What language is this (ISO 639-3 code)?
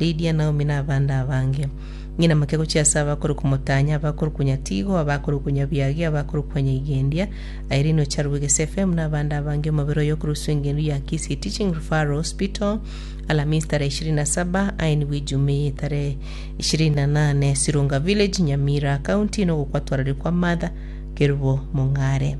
guz